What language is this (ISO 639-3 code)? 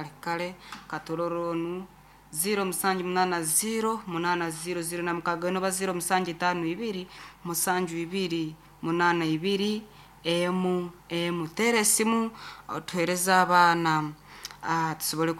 nyn